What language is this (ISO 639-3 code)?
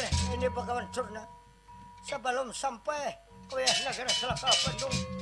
bjn